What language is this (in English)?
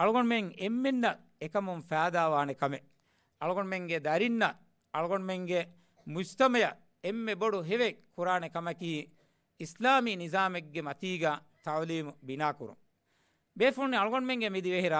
Divehi